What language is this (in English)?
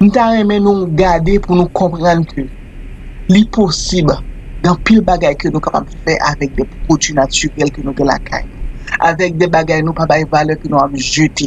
Haitian Creole